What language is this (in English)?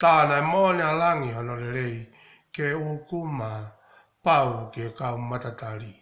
Tongan